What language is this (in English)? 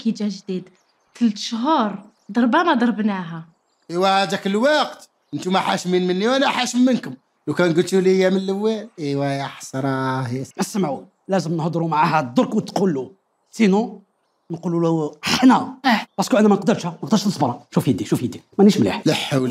Algerian Arabic